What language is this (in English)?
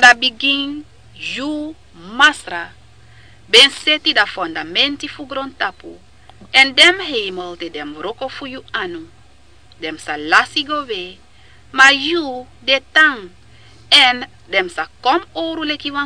Sranan Tongo